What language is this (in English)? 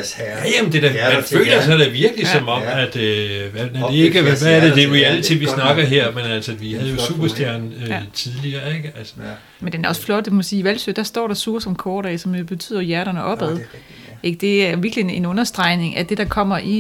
Danish